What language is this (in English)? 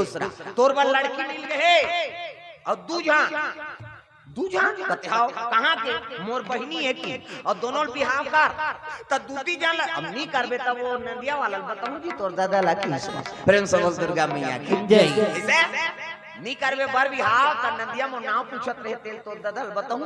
Chhattisgarhi